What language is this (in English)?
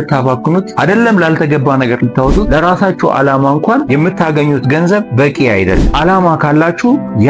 Amharic